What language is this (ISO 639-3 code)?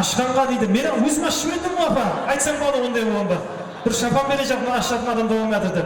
kaa